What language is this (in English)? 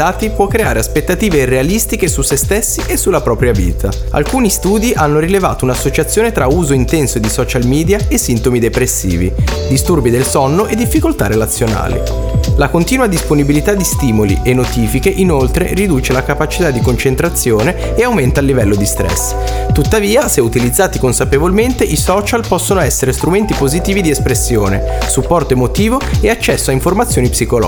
Italian